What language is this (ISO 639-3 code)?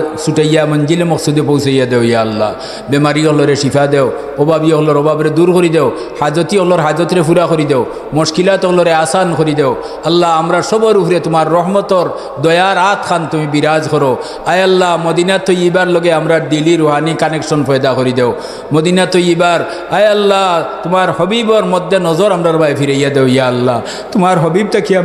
syl